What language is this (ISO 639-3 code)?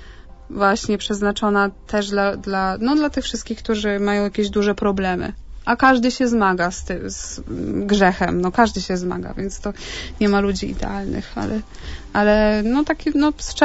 pol